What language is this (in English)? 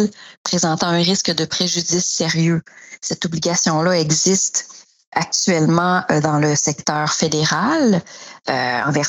French